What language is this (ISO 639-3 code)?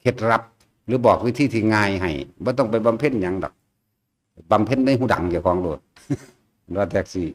tts